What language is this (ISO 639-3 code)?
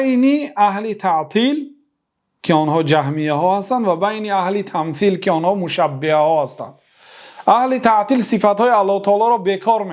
fas